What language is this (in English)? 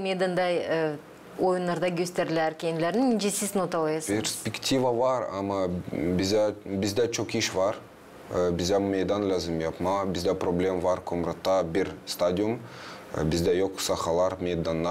Gagauz